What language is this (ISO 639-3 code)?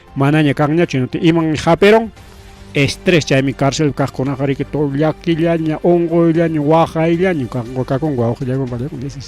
quy